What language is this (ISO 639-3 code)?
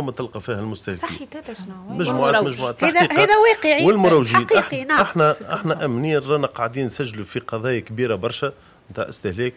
aeb